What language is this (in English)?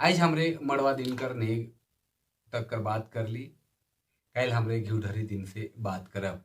Sadri